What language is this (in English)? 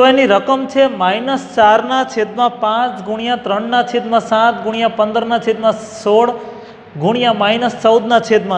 Gujarati